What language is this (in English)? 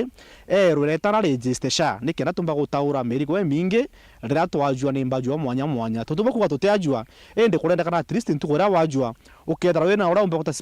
Meru